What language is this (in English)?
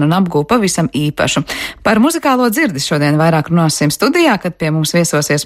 Latvian